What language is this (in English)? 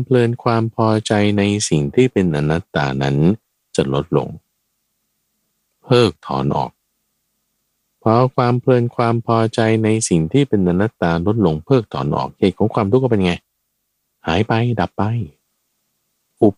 Thai